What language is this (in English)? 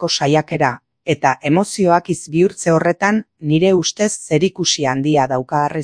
Basque